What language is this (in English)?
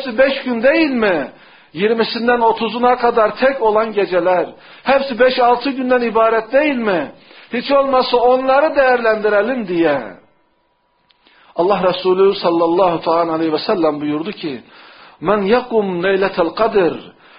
Turkish